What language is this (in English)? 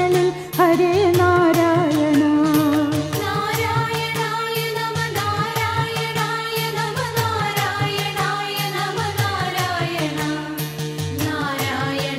Malayalam